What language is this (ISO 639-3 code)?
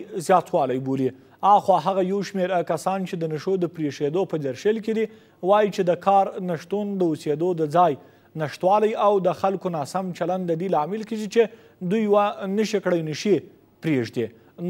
pus